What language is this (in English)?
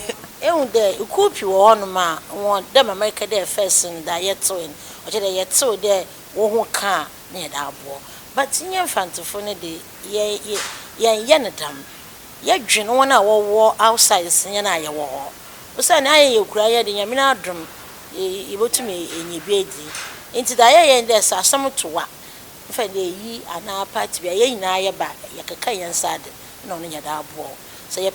Akan